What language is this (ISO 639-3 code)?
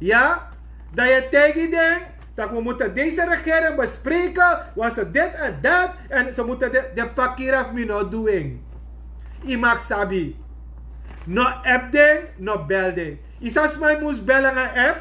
srn